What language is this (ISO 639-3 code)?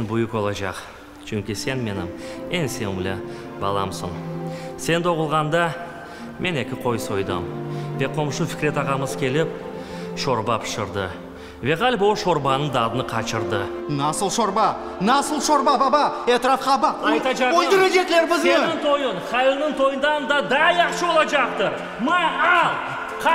crh